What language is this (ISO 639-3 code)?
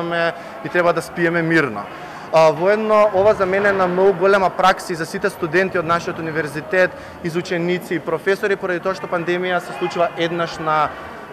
mkd